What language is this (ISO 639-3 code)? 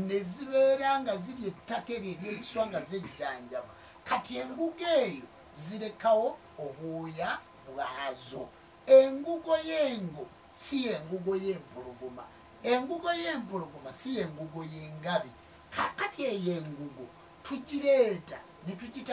lug